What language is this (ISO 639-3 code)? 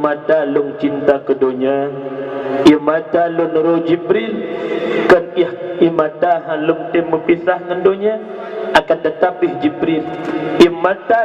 ace